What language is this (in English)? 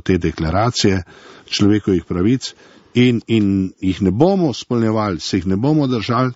Slovenian